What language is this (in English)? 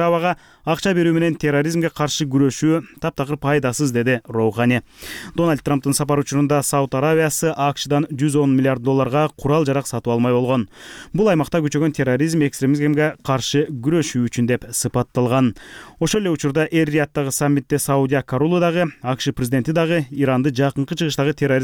Kyrgyz